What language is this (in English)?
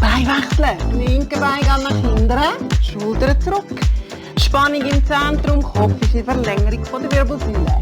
Swiss German